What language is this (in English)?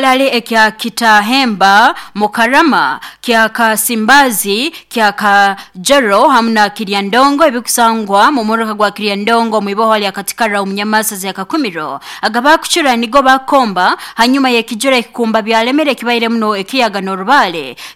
Nyoro